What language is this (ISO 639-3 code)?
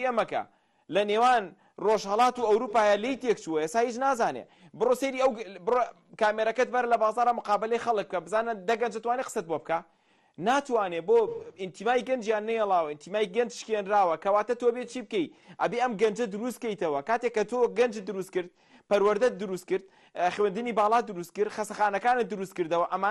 ckb